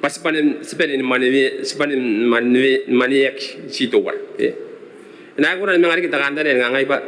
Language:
Gilbertese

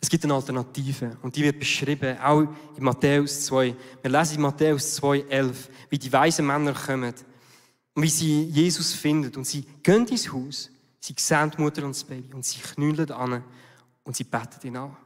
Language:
Swiss German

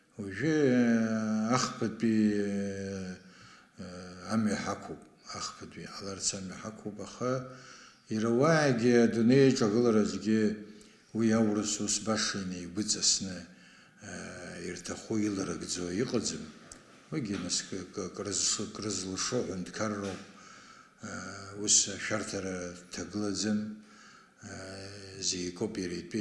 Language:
Abkhazian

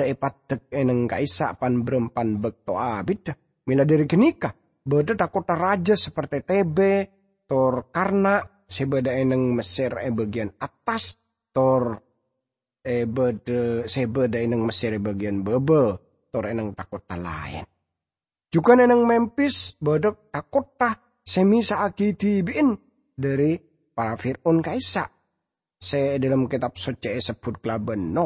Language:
Madurese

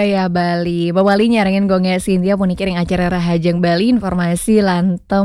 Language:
Balinese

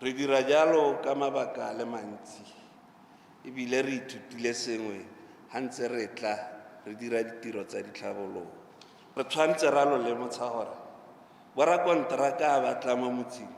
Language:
Tswana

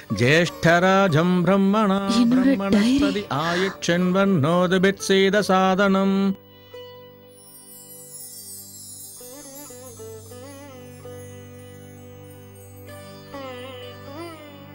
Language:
Tamil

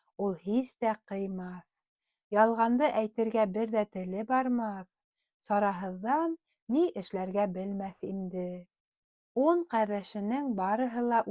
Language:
Bashkir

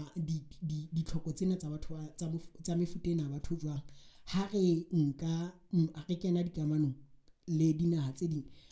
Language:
Southern Sotho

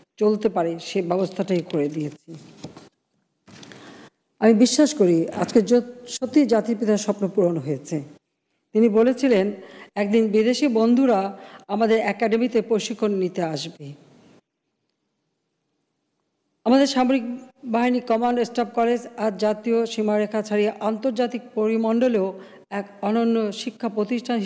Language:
Bangla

